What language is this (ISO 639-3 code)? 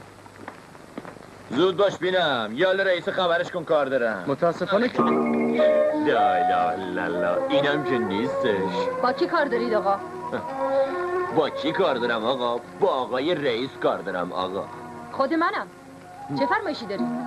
fas